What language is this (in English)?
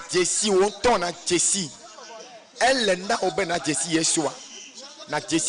Ewe